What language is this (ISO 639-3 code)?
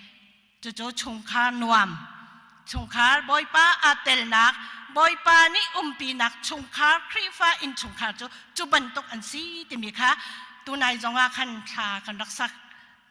cnh